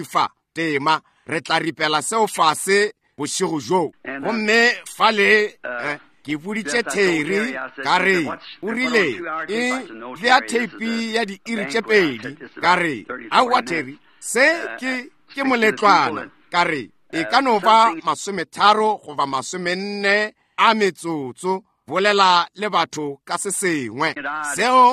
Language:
Northern Sotho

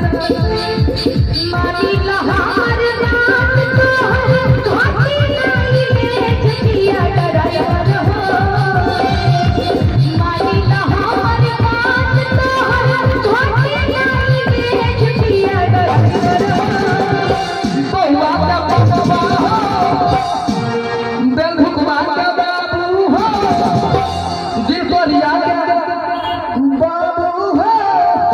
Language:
Bhojpuri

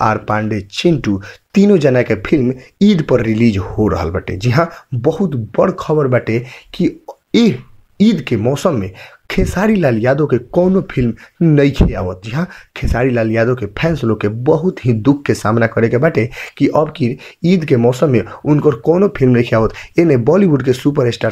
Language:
Bhojpuri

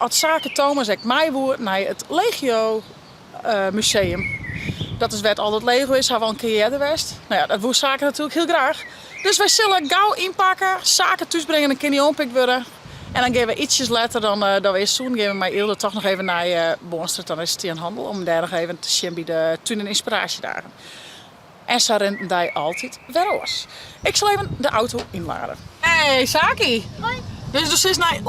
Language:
Western Frisian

